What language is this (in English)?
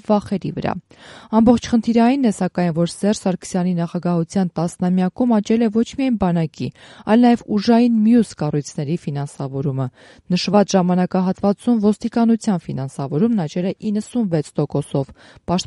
Armenian